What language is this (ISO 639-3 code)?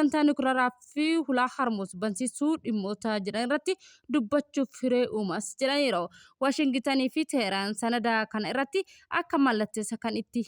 orm